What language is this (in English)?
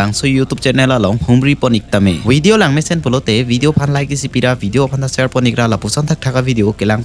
Karbi